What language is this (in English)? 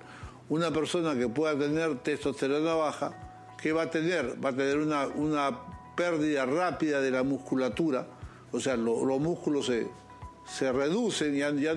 Spanish